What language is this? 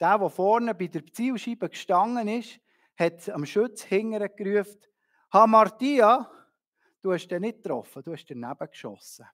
Swiss German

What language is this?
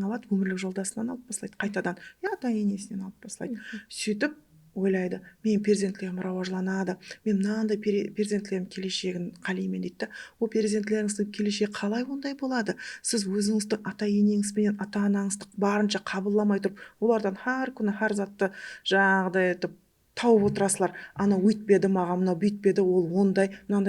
Kara-Kalpak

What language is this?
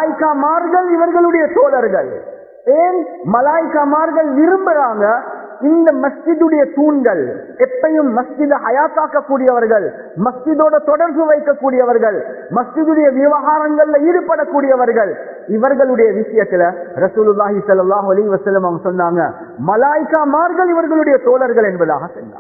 Tamil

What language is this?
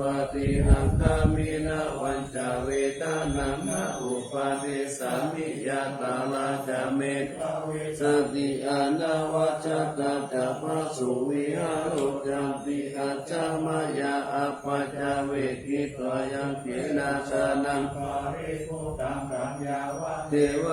Pali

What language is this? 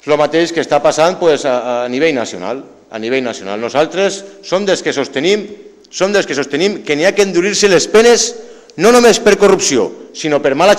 Catalan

